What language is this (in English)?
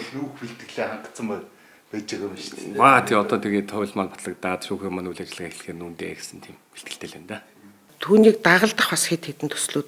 Mongolian